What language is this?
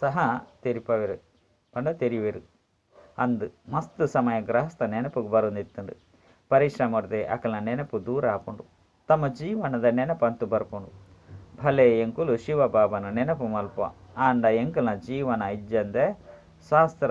Tulu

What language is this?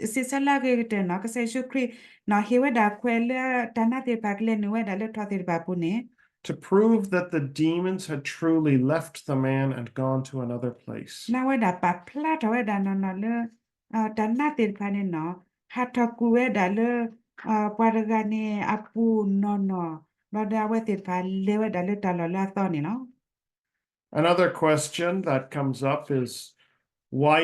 S'gaw Karen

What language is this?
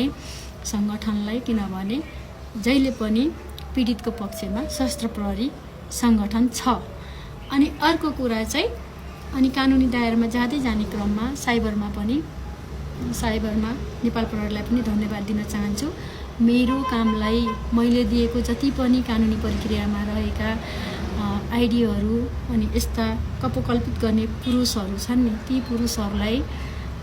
Nepali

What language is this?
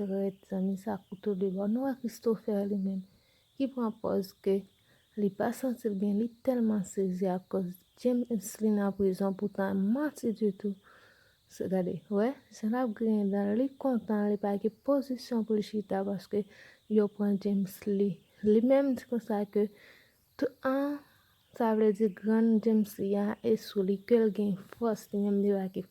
Haitian Creole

